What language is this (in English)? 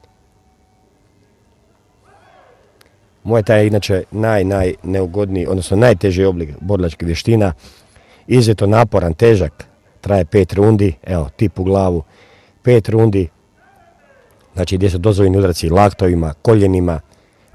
Croatian